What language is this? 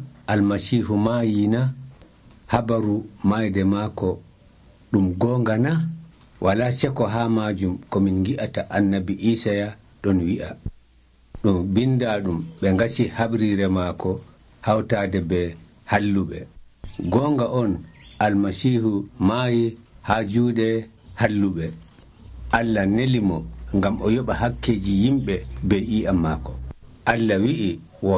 Nigerian Fulfulde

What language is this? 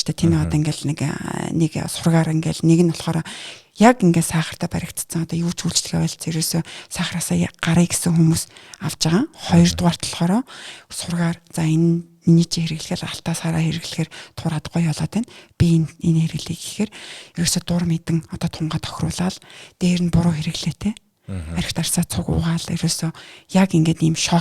Mongolian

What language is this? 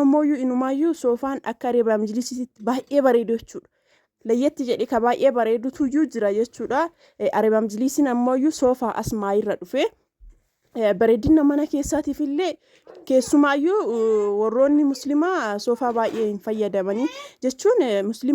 Oromo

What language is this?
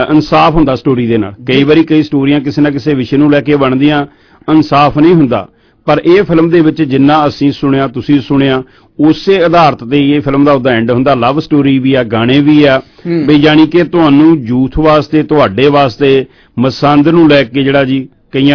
Punjabi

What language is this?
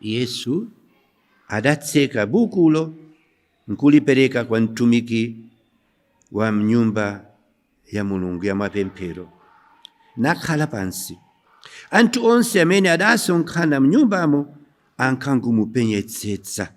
Nyanja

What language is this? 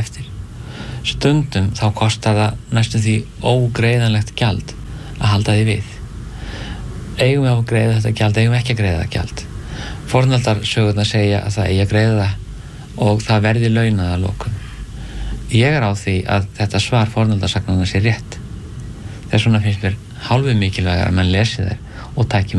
Icelandic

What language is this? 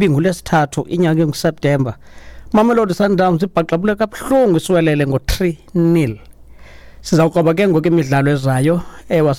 Xhosa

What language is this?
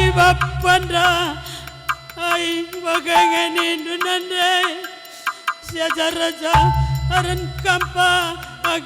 Batak Karo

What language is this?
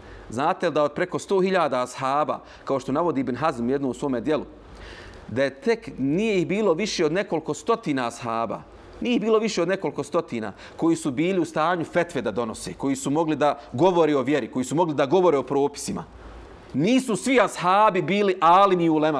Bosnian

